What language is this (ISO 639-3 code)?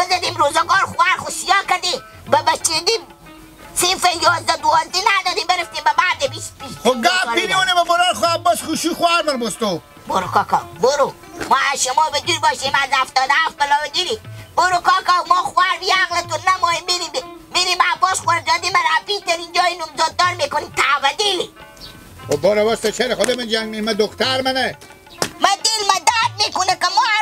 haz